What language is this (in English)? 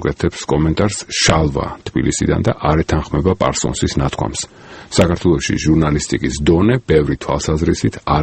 Georgian